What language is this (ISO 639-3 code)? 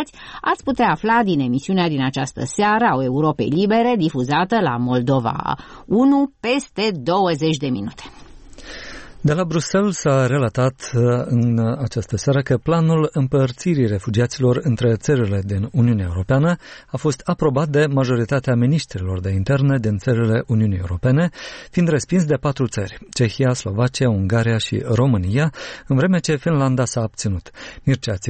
ron